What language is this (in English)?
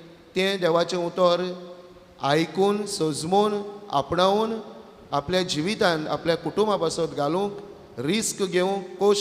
Konkani